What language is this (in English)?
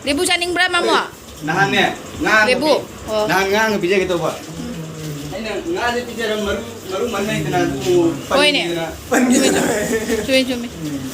Manipuri